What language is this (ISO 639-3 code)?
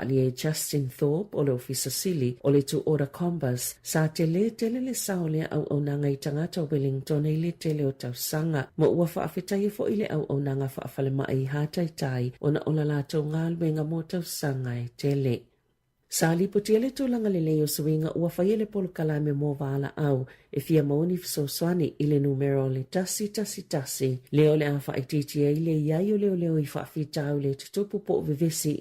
smo